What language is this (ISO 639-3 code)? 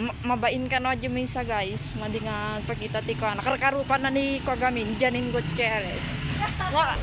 ilo